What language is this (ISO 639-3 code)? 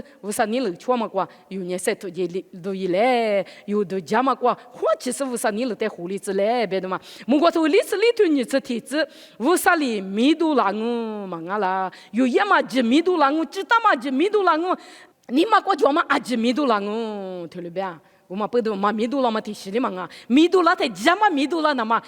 lis